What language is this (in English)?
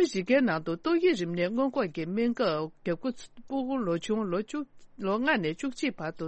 Tibetan